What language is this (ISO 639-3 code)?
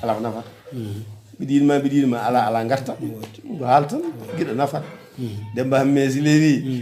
ful